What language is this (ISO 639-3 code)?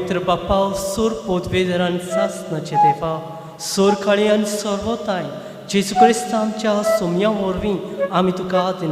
kok